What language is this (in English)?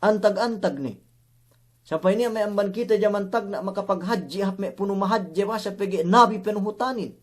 Yakan